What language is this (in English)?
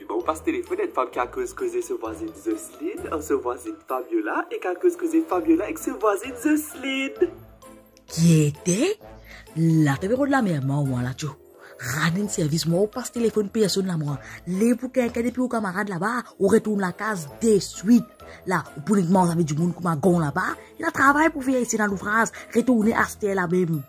Morisyen